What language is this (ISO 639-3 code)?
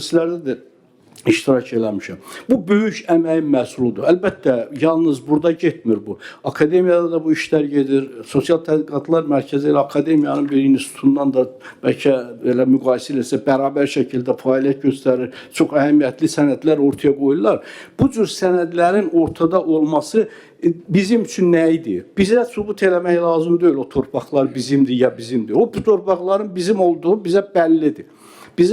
aze